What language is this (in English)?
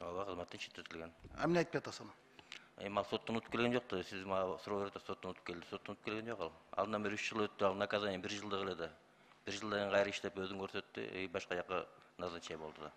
Kyrgyz